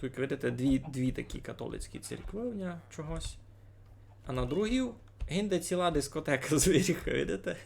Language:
Rusyn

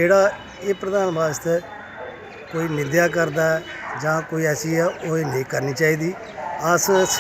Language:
Dogri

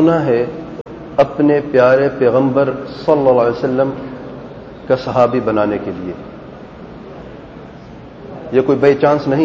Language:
Urdu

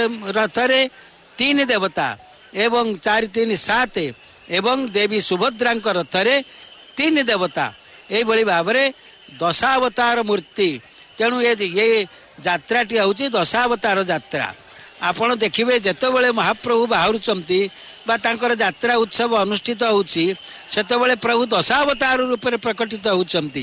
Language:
Odia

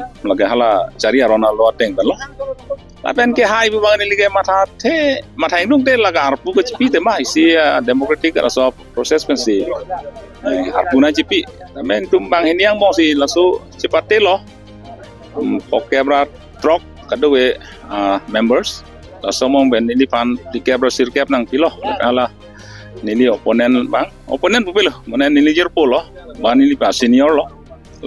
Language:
Karbi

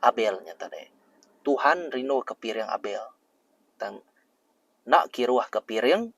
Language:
Iban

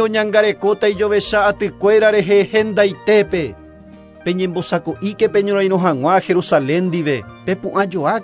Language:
Guarani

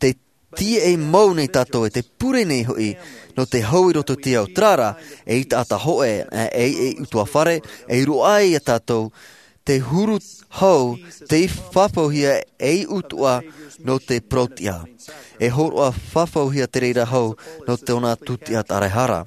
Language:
Tahitian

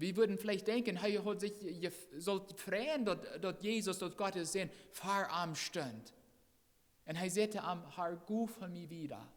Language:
Plautdietsch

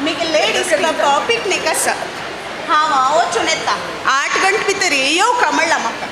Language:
Konkani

